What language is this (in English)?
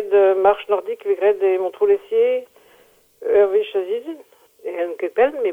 Breton